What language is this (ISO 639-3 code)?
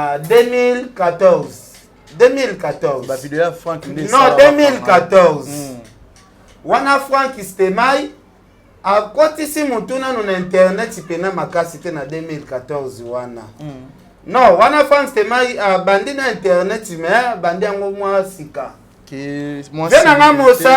lin